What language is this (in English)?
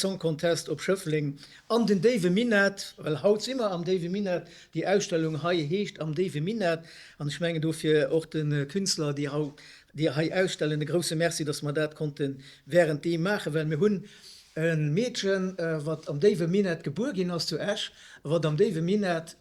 Luxembourgish